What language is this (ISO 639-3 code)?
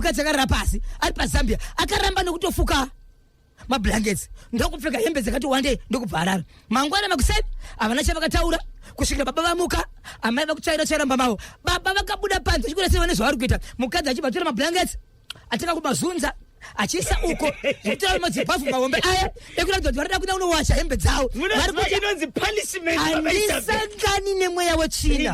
sna